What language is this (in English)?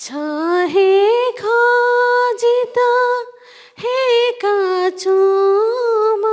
Newari